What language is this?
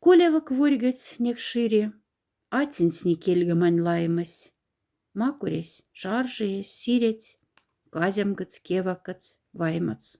Moksha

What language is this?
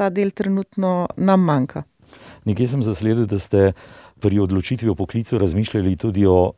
Slovenian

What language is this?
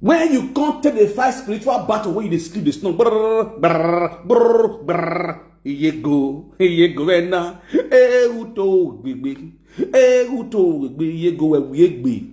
Nigerian Pidgin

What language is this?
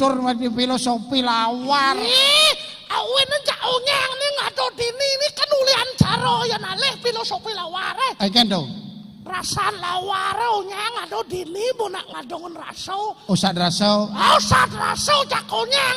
Balinese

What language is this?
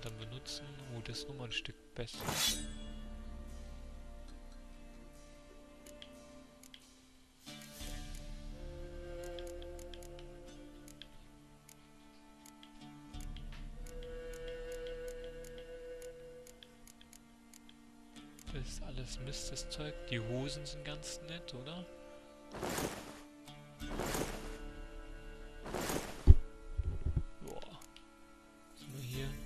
German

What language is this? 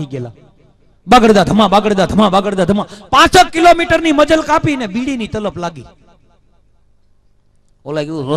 Gujarati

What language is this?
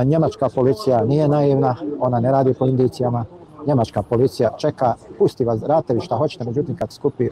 Bosnian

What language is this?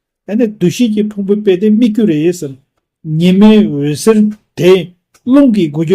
Tibetan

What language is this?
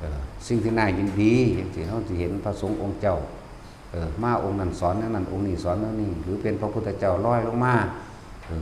Lao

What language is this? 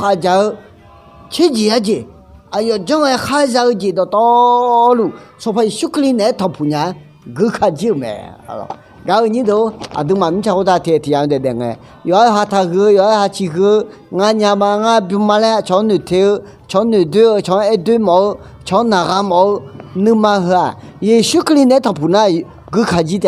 Akha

